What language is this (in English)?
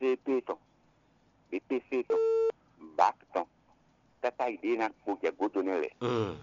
Fon